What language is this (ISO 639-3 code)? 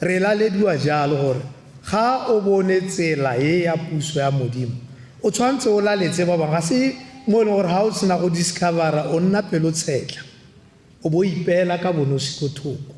tsn